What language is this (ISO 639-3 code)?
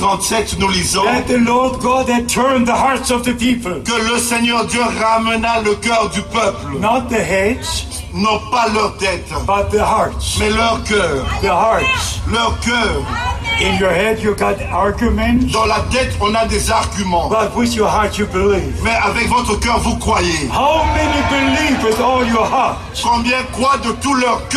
fra